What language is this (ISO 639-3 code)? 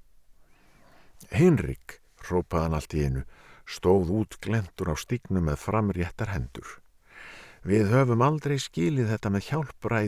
isl